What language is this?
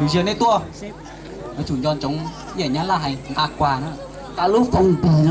Hmong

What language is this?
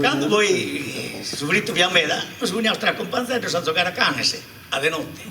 Sardinian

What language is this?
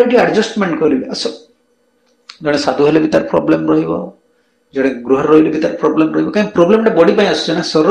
Odia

